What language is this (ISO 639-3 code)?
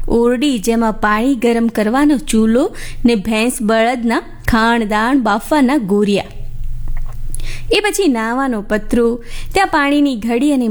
guj